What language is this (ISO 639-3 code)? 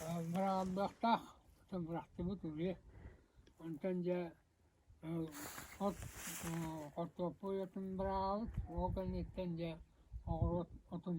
sah